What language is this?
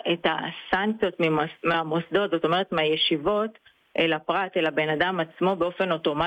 Hebrew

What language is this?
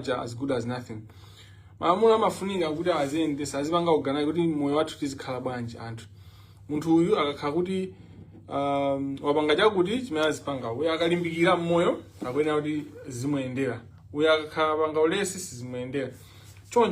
Nyanja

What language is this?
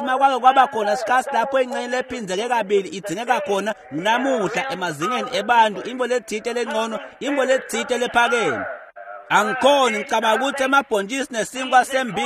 Swati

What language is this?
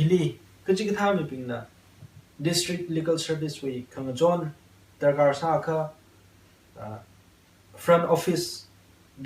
Tangkhul Naga (India)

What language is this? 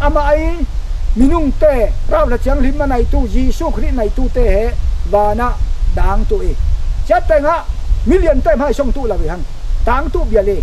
Falam Chin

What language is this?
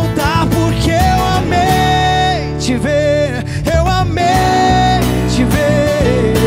Portuguese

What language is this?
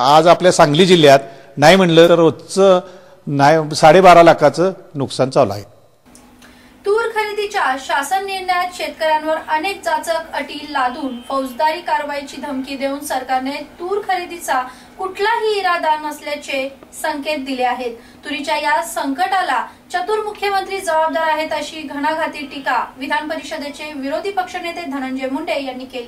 Marathi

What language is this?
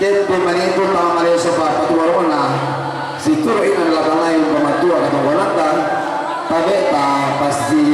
Toraja-Sa'dan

